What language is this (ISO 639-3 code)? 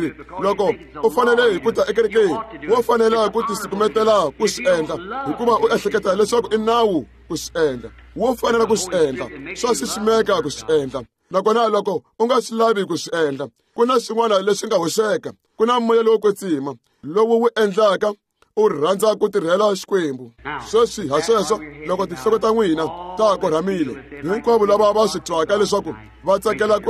tso